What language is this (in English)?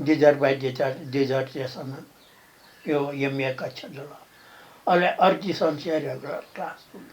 Newari